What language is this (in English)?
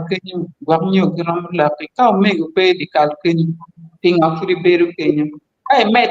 Acoli